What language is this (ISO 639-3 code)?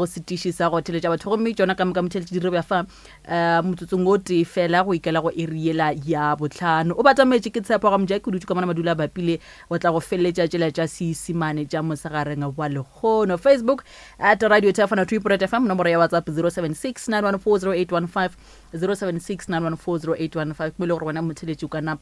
nso